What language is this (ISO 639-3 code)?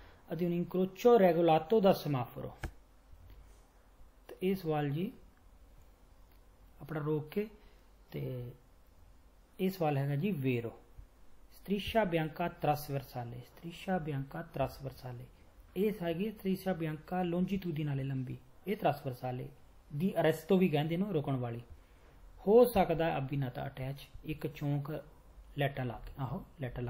pan